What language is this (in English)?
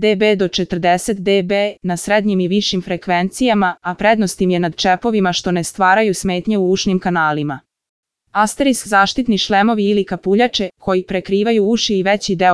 Serbian